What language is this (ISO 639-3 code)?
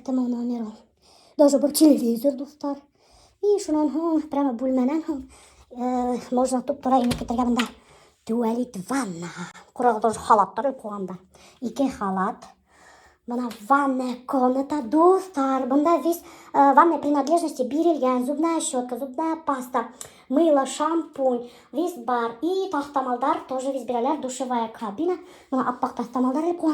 bak